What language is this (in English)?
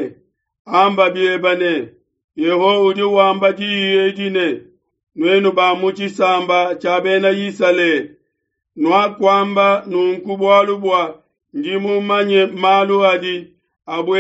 Luba-Lulua